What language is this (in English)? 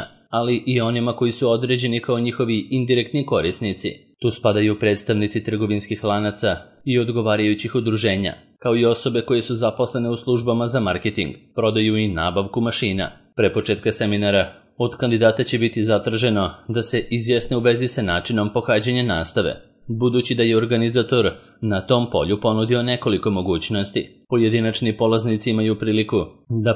Serbian